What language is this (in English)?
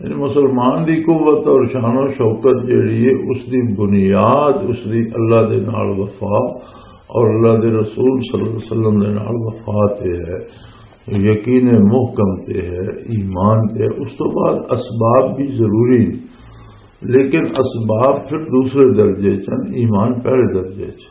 Western Panjabi